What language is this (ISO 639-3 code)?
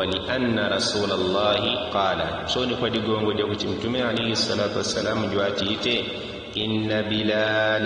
yao